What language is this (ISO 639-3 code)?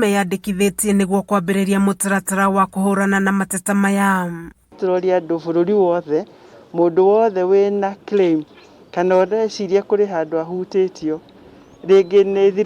kik